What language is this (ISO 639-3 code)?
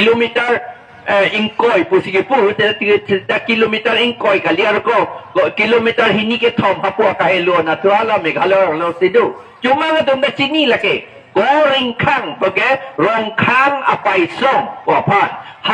mjw